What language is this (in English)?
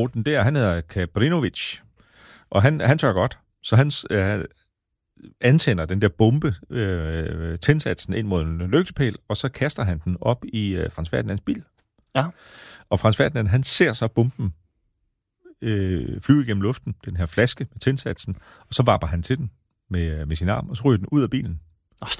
Danish